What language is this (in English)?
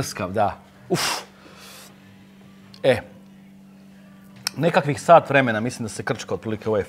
Croatian